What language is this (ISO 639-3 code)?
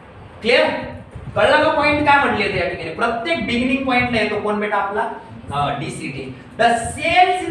mar